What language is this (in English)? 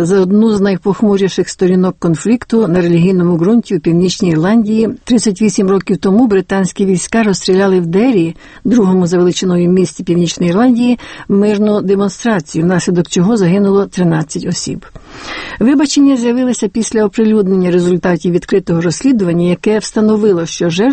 Ukrainian